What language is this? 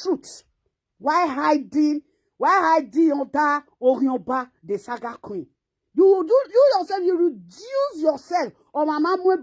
Nigerian Pidgin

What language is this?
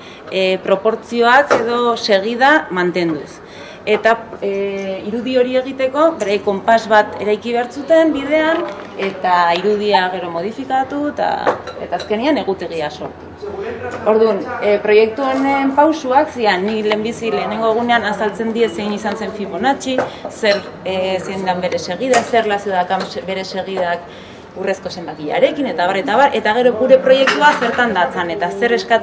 Basque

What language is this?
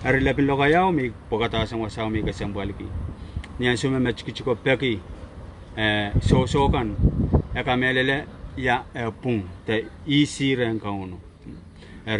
Pohnpeian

